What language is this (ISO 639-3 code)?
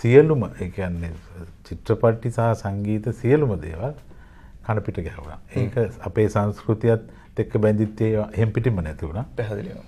sin